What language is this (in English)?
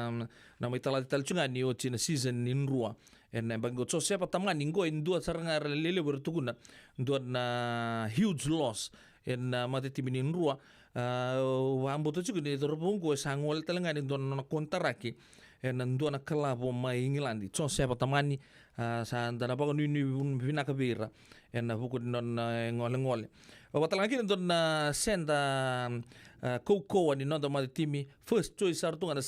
Fijian